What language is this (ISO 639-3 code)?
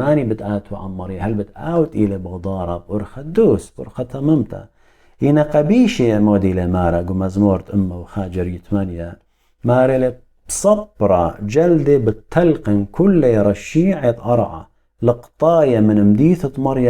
aii